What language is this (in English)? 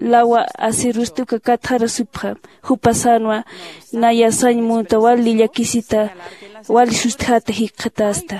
Aymara